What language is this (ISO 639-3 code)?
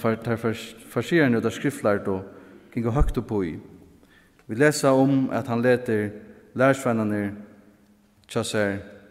fao